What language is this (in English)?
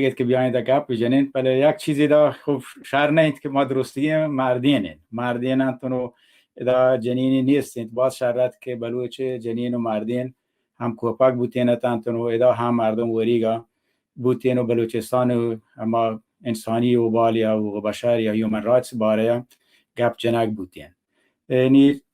Baluchi